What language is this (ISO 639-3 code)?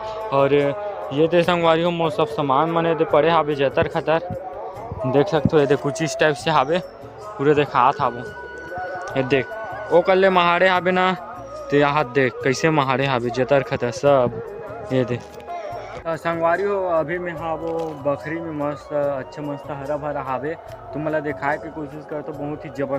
hne